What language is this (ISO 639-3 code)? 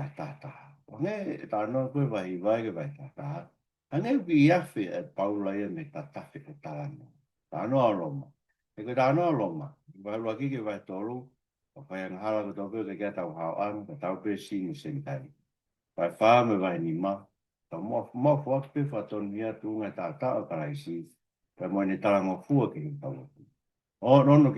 ton